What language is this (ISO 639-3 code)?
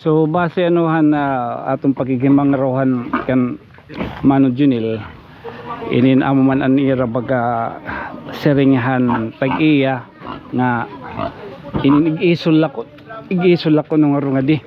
war